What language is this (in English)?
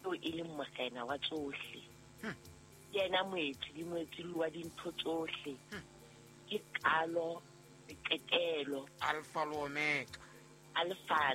Southern Sotho